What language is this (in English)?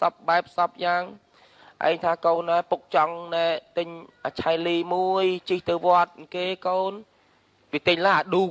Khmer